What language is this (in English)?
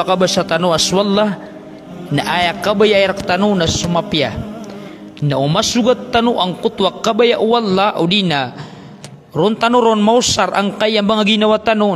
Maranao